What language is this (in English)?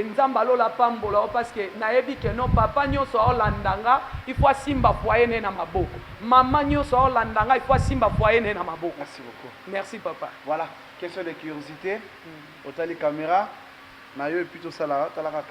Lingala